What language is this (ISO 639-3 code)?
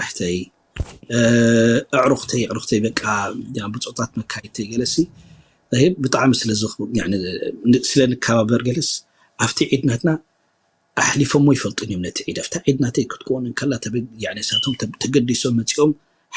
tir